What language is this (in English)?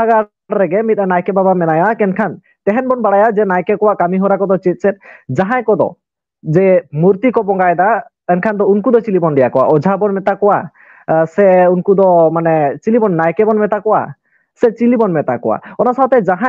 Santali